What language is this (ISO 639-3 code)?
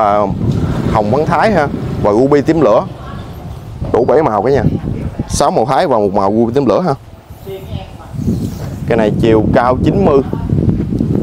vie